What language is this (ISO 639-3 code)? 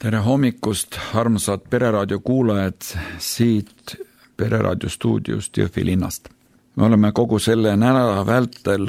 est